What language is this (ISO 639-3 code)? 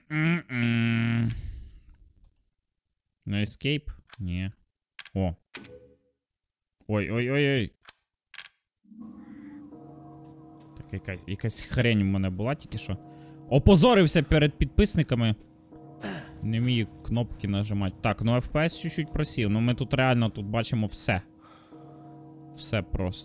ukr